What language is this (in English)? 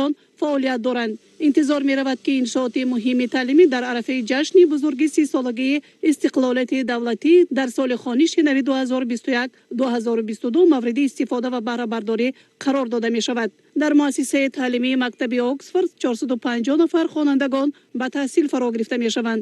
Tajik